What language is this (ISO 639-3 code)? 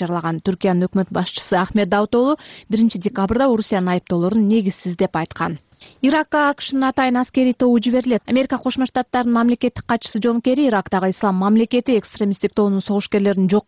kir